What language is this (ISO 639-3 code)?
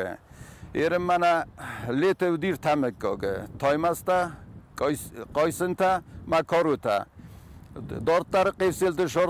oss